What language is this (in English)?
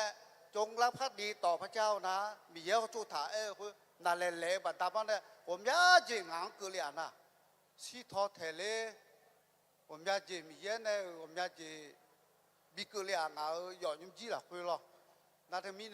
Akha